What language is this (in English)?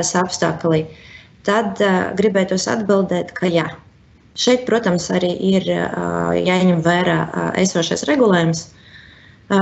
Latvian